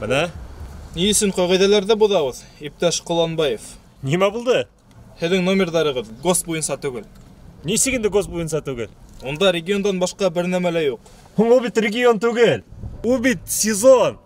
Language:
Bashkir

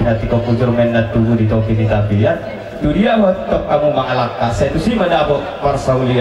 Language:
Batak Toba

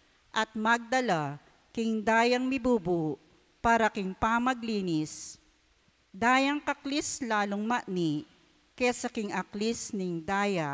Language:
Pampanga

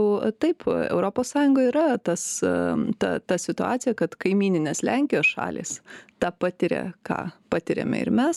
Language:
Lithuanian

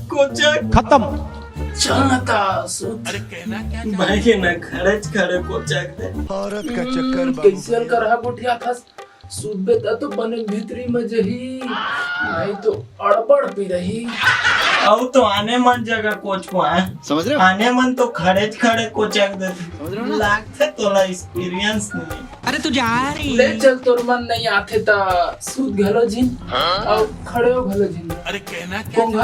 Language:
Chhattisgarhi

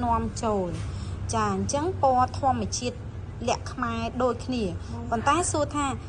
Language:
Khmer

